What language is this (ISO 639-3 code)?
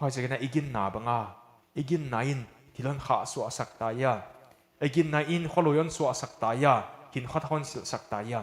pck